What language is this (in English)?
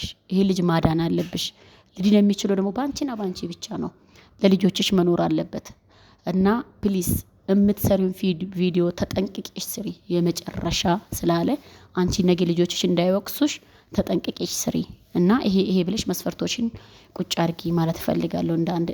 Amharic